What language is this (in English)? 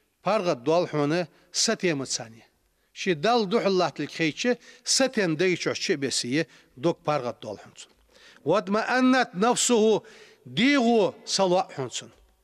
Ingush